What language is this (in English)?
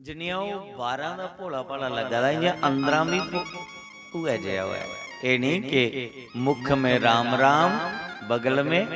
Dogri